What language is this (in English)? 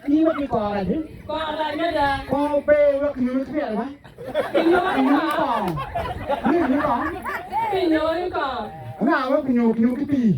Acoli